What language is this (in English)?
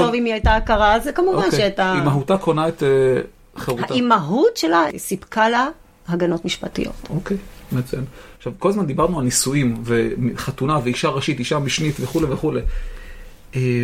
Hebrew